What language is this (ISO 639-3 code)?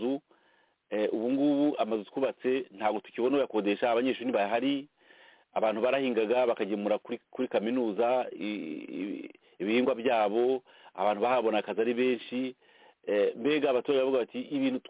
kin